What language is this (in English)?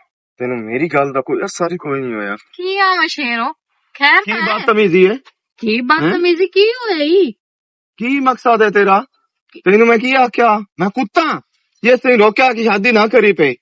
Western Panjabi